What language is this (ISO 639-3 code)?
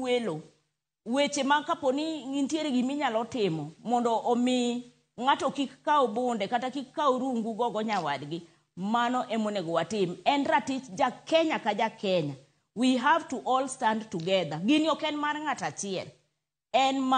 luo